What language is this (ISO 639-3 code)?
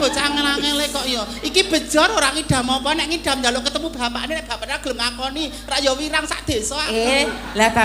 jav